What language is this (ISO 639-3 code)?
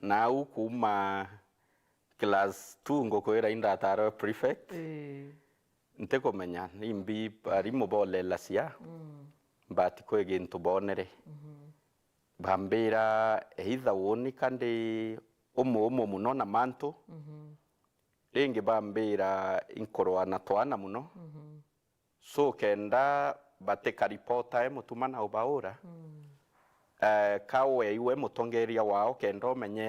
mer